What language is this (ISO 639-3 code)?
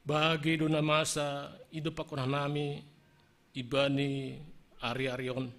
bts